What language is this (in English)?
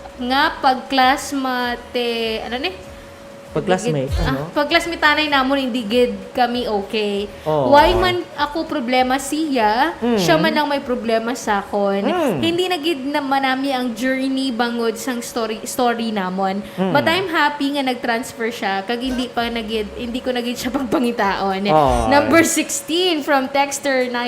Hiligaynon